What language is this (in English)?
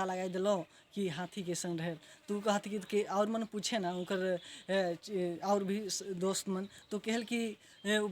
Sadri